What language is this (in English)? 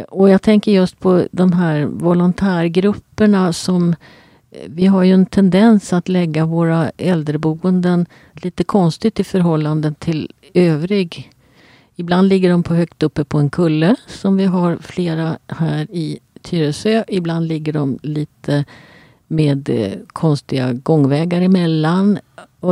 Swedish